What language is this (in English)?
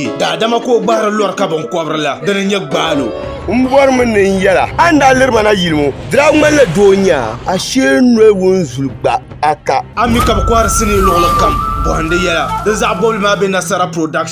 Dagbani